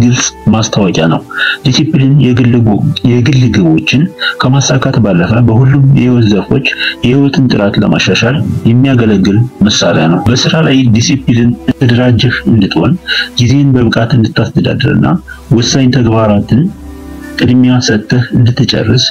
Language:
Amharic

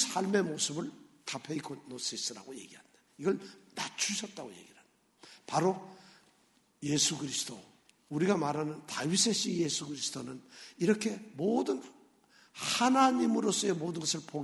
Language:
Korean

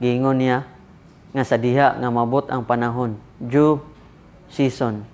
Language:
Cebuano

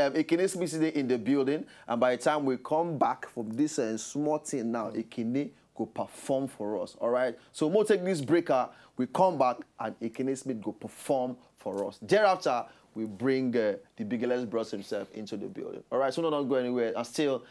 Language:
Nigerian Pidgin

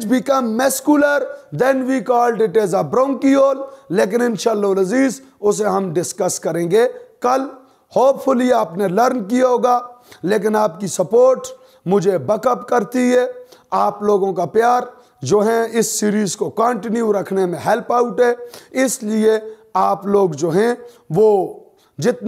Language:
Hindi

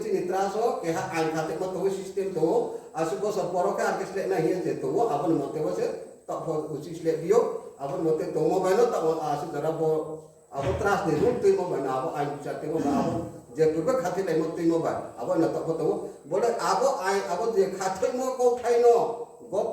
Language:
Riang (India)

